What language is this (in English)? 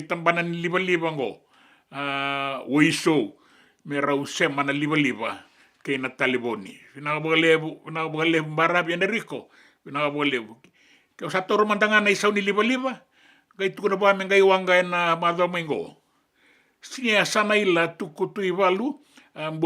Fijian